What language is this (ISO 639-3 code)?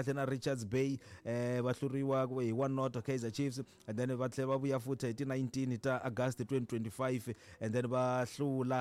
tso